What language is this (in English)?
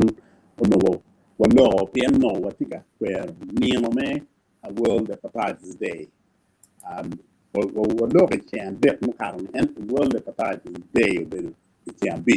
Acoli